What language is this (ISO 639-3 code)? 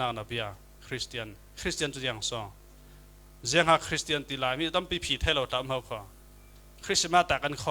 cfm